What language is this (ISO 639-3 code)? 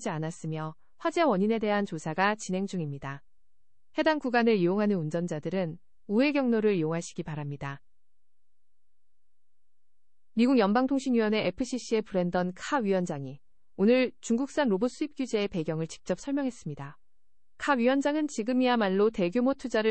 kor